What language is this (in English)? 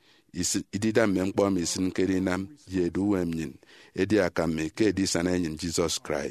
Efik